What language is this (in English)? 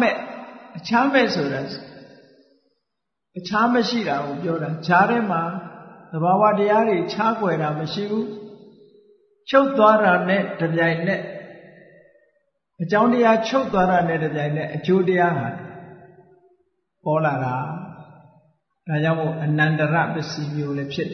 Burmese